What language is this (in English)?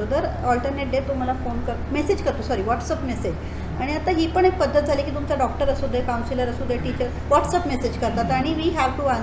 Marathi